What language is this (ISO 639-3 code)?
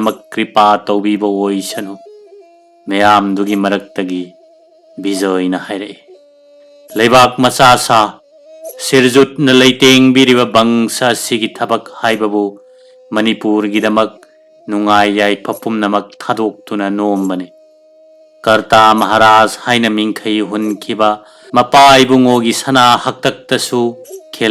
mni